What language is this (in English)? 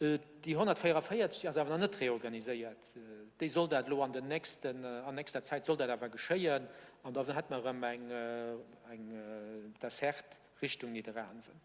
Luxembourgish